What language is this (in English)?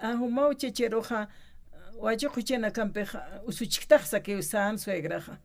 Aymara